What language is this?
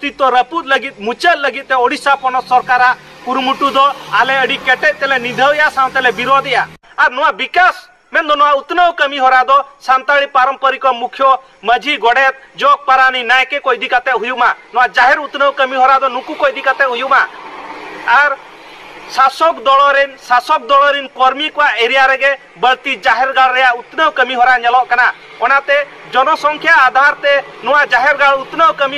Santali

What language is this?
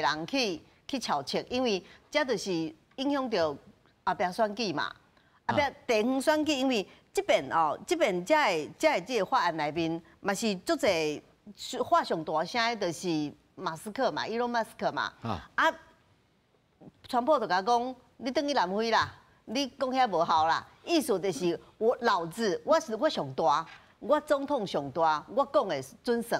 Min Nan Chinese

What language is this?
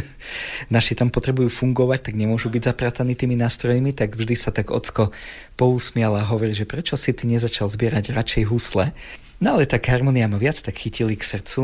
Slovak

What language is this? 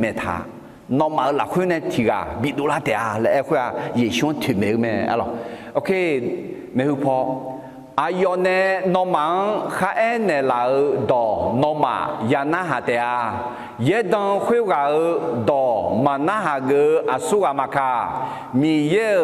Akha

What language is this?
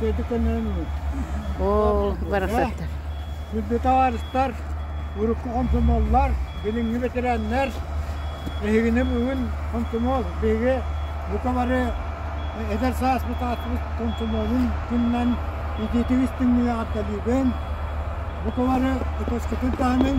Yakut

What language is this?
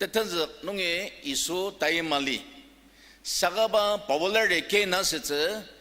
Ao Naga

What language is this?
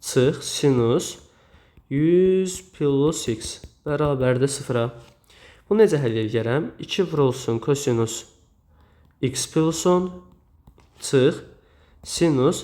Azerbaijani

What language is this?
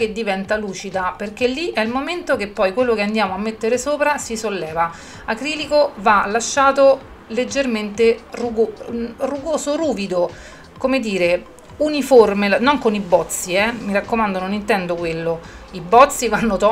Italian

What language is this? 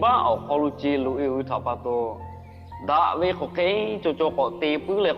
Lahu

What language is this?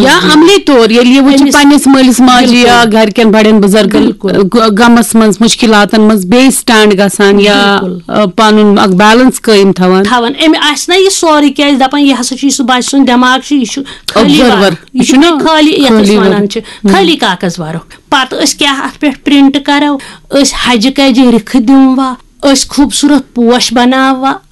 Kashmiri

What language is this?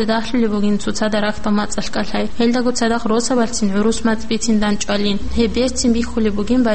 Avaric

